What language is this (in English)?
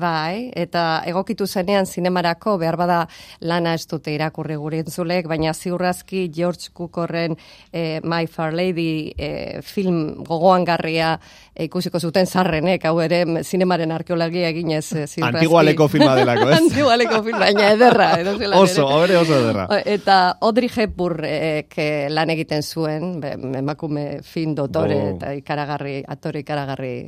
Basque